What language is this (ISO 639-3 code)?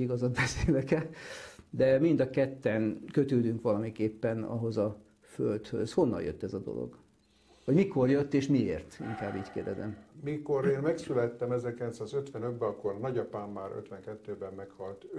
hun